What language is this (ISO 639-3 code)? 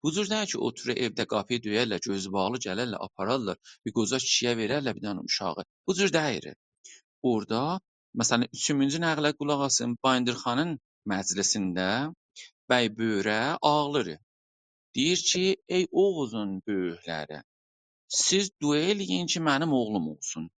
azb